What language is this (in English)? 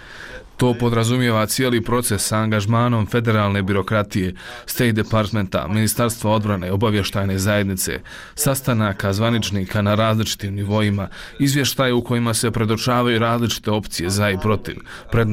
Bosnian